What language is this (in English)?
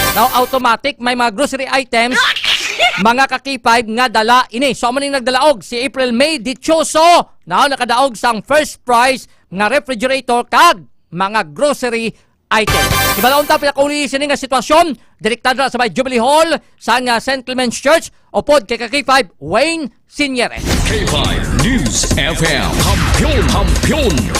Hiligaynon